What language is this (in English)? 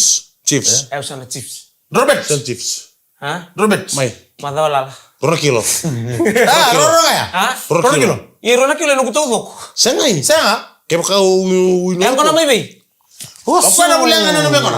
Fijian